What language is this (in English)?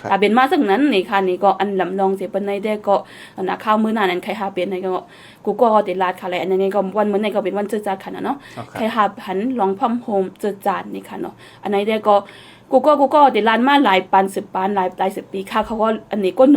Shan